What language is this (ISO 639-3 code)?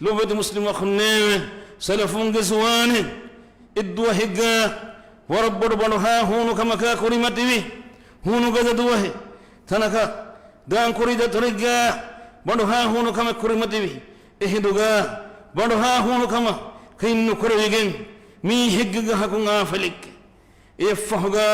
div